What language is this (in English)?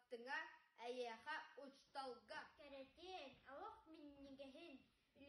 Yakut